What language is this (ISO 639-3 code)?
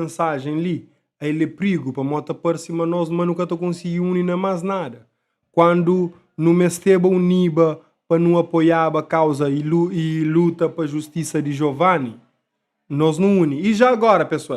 kea